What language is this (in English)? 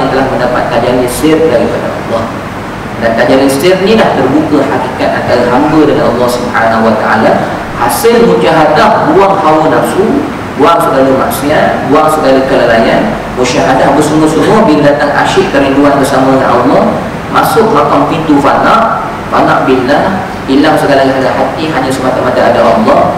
Malay